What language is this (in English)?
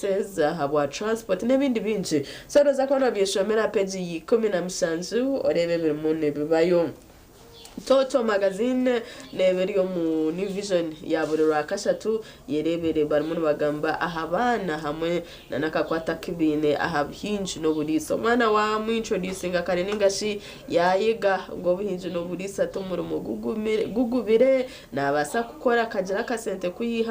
Nyankole